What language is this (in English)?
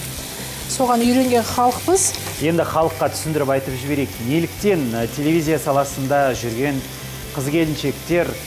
Kazakh